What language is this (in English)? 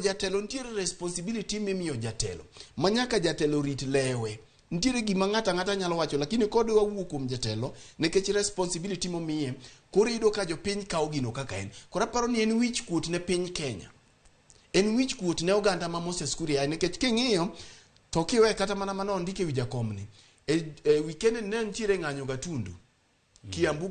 Luo (Kenya and Tanzania)